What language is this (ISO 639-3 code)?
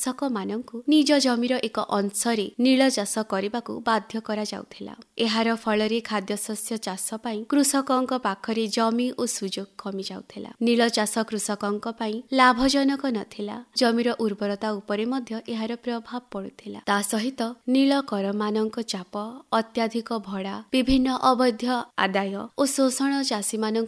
ori